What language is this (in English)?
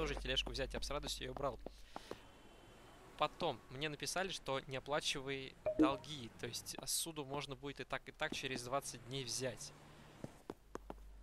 Russian